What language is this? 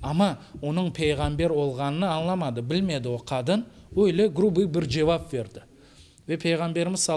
Crimean Tatar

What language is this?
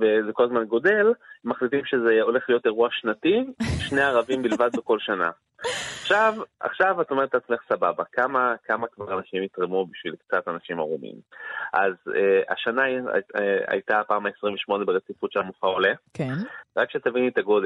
Hebrew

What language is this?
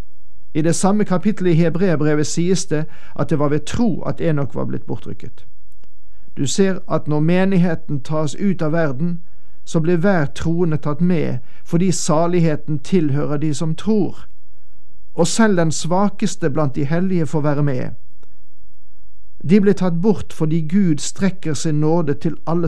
Norwegian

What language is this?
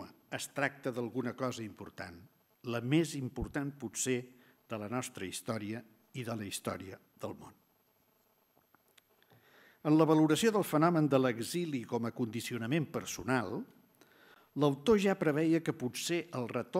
Catalan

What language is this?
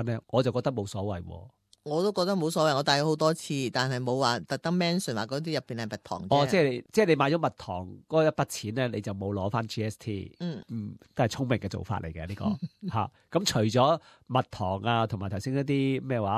Cantonese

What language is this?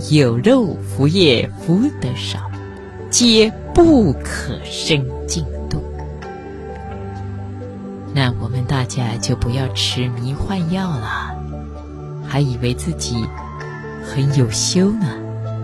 Chinese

